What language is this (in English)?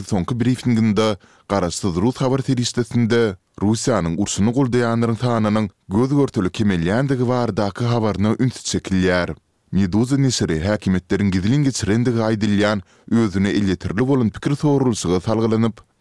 Turkmen